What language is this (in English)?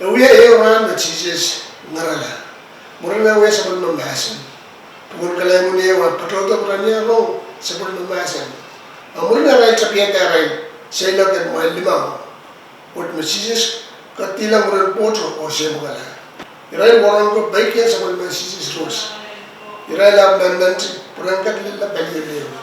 Pohnpeian